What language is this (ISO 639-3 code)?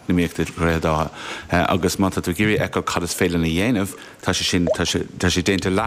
gle